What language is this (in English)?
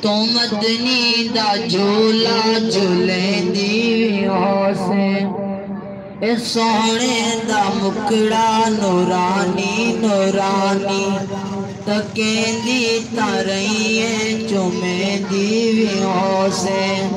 Saraiki